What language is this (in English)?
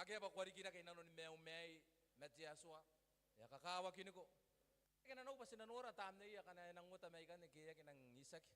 Gilbertese